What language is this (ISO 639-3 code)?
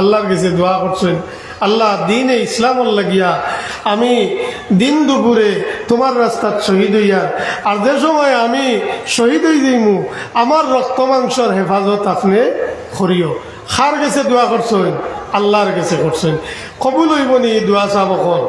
syl